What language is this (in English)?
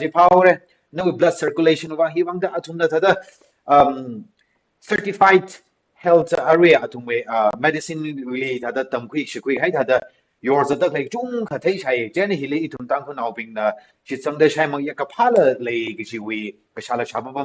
Tangkhul Naga (India)